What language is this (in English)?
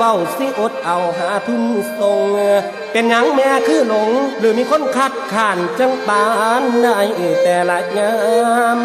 Northeastern Thai